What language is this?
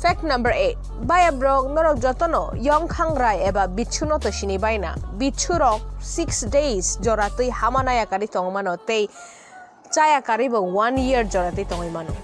Kok Borok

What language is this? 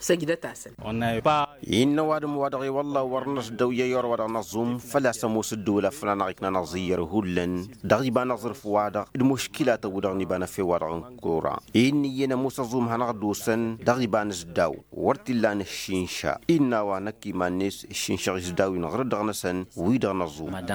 Tamasheq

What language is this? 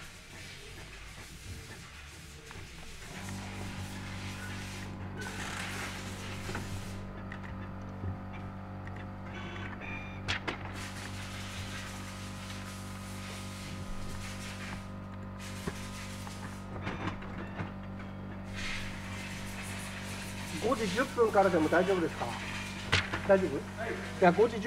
Japanese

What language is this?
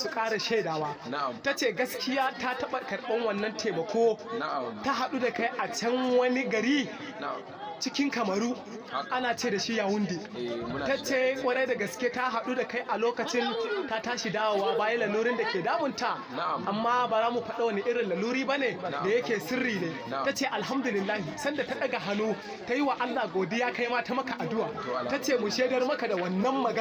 Hausa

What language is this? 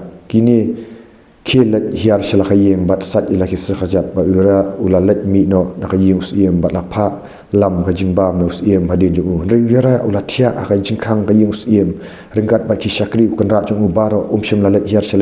Khasi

